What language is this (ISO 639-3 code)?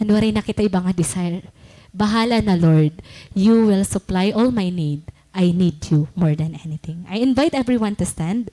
war